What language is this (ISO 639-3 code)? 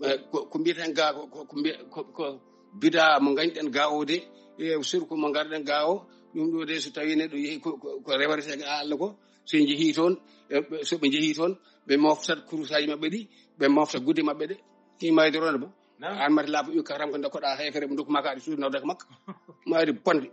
ful